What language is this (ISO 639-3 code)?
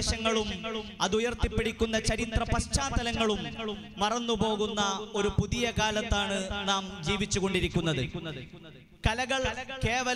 mal